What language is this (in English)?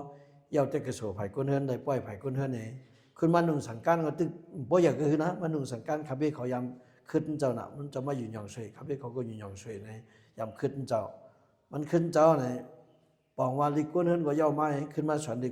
Shan